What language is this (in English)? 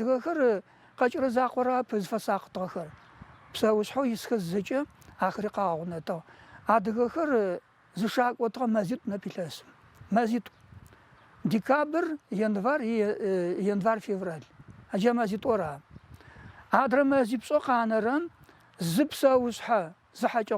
Adyghe